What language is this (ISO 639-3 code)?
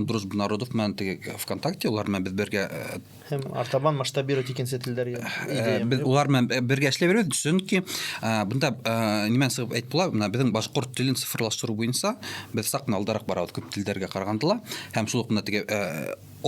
bak